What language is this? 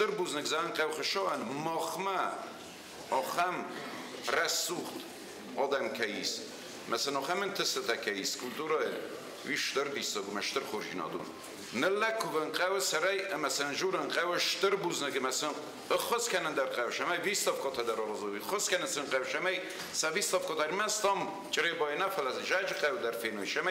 Ossetic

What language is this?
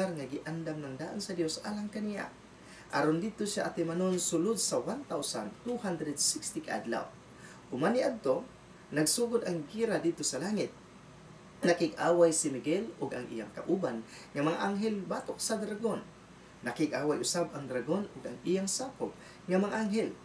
Cebuano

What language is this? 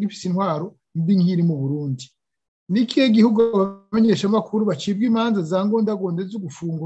Rundi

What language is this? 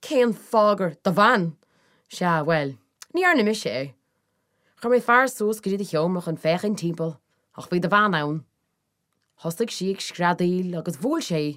Irish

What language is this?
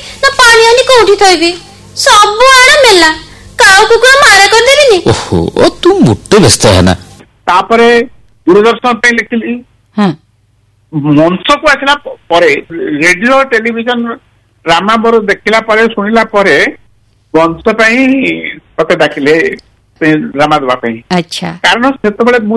Odia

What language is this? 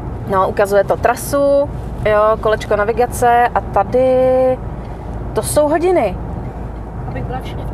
Czech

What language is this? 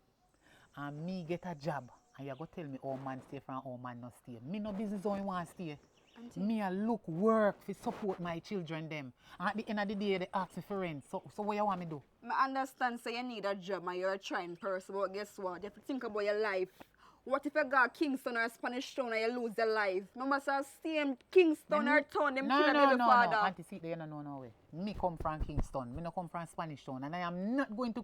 Jamaican Creole English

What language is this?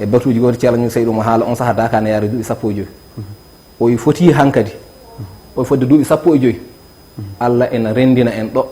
Fula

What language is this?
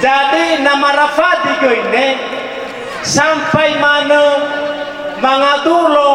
Nias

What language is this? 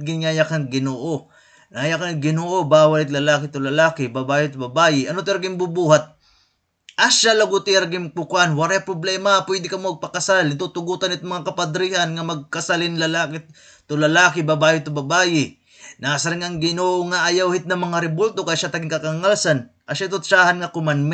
Waray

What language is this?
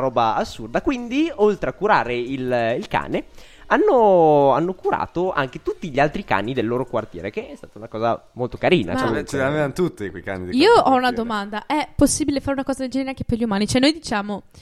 Italian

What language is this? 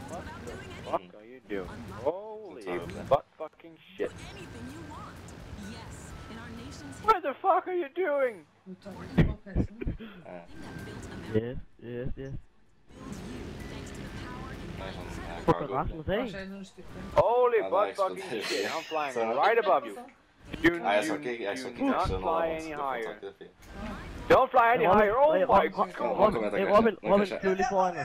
Norwegian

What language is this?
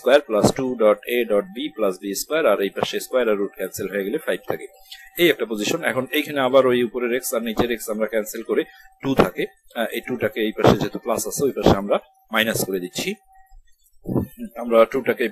Bangla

